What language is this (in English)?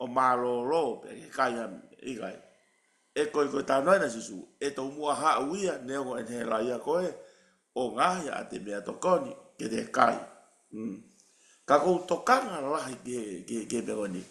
Tongan